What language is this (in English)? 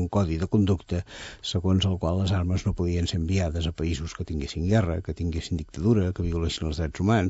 Catalan